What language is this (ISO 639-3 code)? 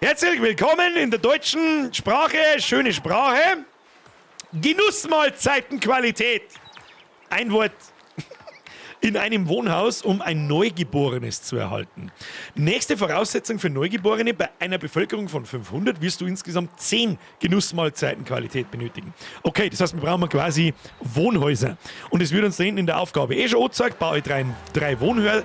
bar